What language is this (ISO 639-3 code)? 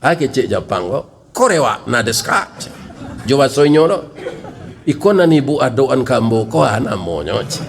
min